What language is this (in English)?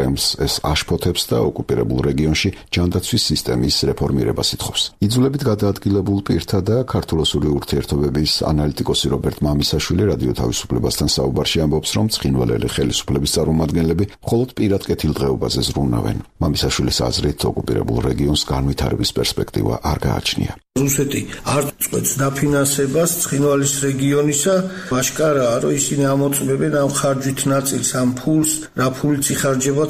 Georgian